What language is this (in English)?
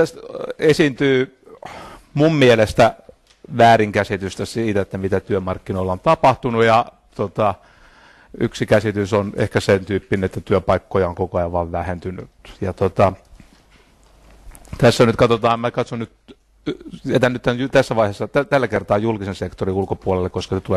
Finnish